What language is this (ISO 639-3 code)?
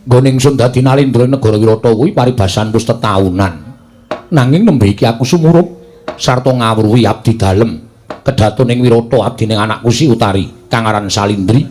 jav